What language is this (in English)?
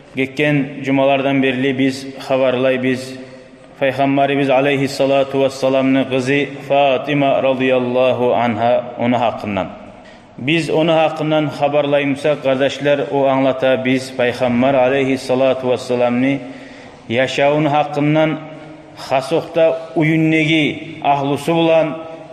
Kumyk